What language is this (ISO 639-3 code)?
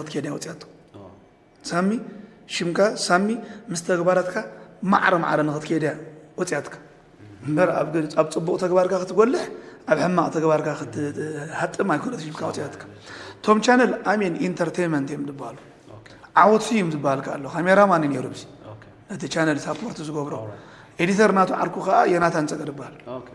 tir